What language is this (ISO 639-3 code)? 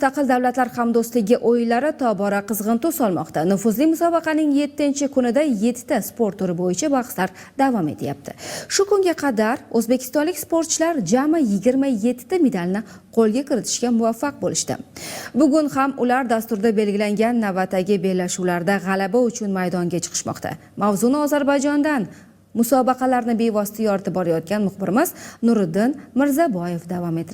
uzb